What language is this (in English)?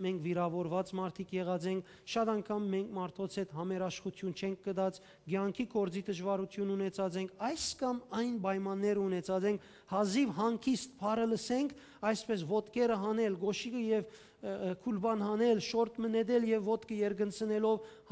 Western Armenian